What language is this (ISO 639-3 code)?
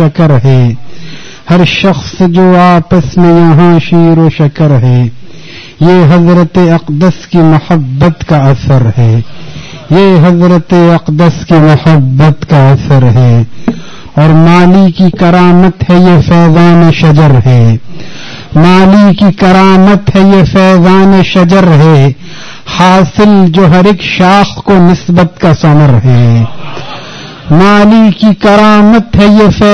urd